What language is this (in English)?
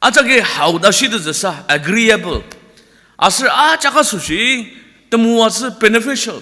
Ao Naga